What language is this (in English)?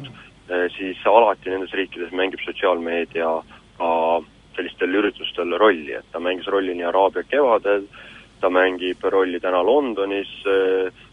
Estonian